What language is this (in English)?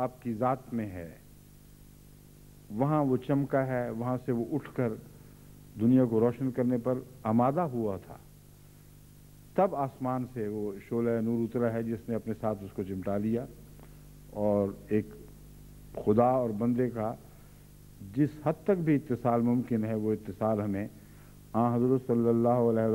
Urdu